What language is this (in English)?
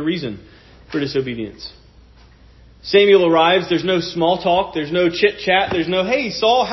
English